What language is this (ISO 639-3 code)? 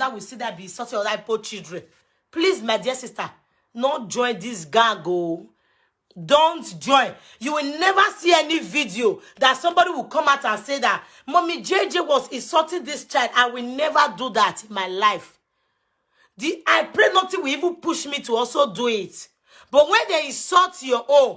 pcm